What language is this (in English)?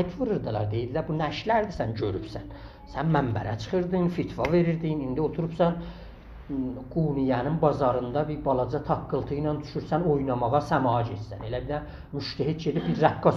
South Azerbaijani